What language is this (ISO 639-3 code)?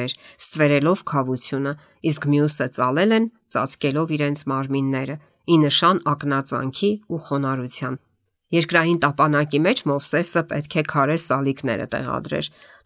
hye